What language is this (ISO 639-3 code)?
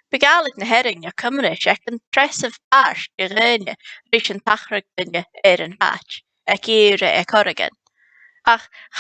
gla